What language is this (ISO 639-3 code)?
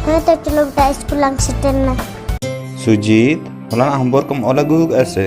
sat